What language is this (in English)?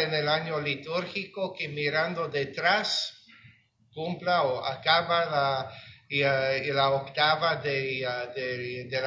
Spanish